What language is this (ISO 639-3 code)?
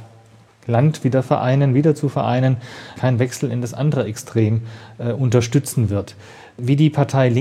deu